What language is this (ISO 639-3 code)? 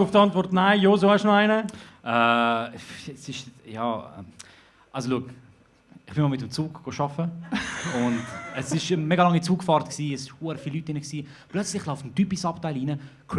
gsw